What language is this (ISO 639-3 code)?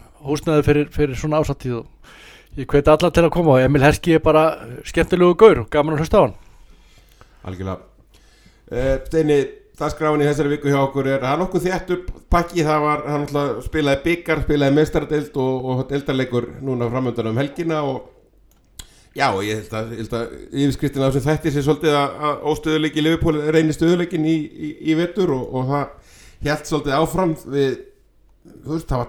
isl